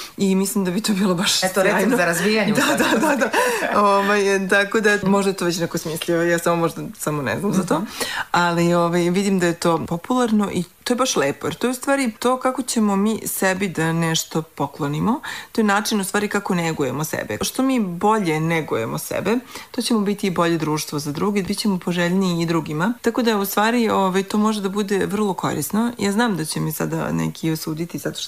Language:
Serbian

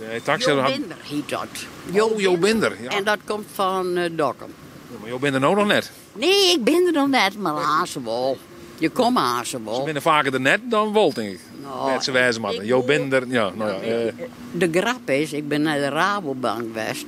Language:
Western Frisian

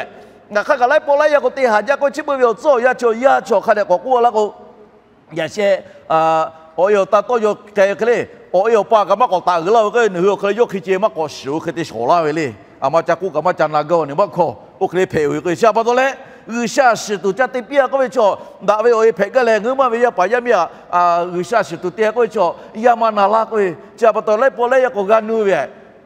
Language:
Lahu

